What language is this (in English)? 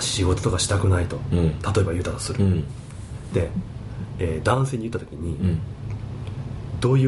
Japanese